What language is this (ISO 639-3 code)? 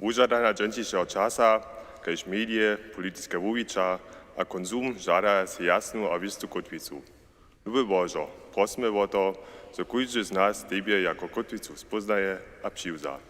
hsb